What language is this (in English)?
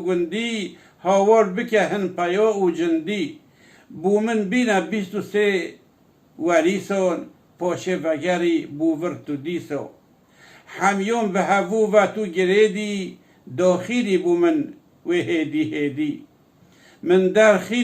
Kurdish